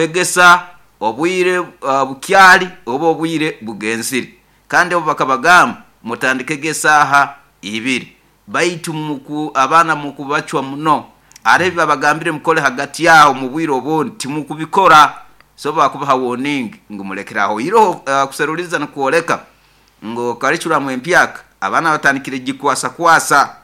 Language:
Nyoro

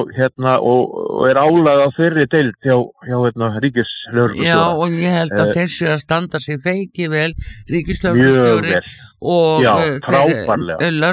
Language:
Icelandic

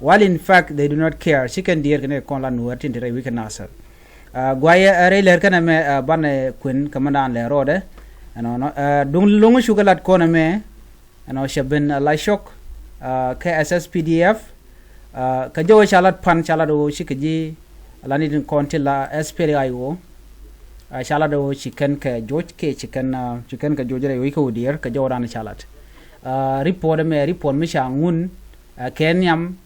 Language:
Nuer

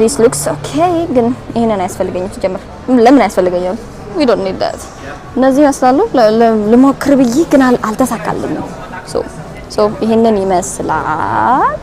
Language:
Amharic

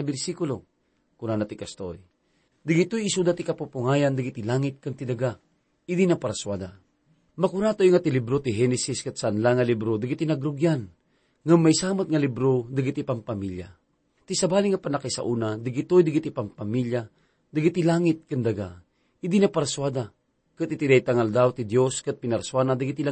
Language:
Iloko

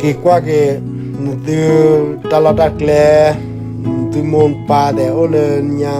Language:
S'gaw Karen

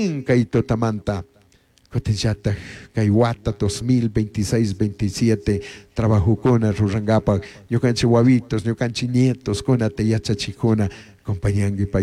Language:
Chimborazo Highland Quichua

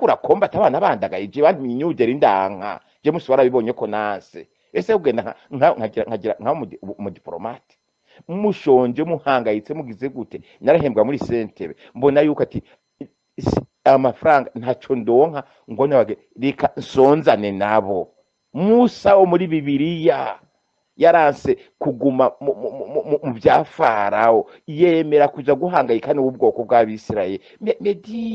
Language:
Rundi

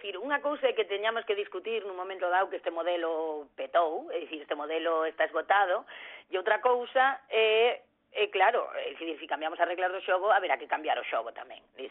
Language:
Galician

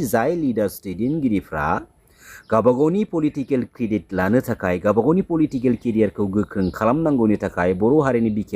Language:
Bodo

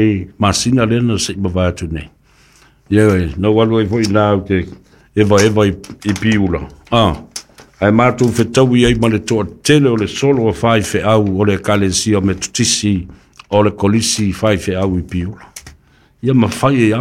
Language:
Samoan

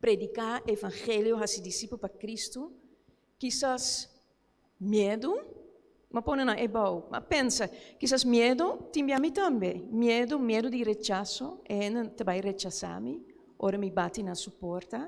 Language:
Papiamento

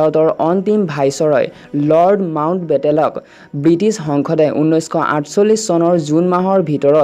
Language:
Assamese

